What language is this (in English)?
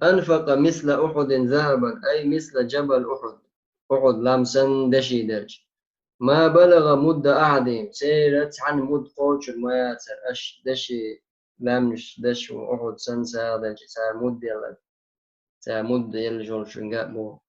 Chechen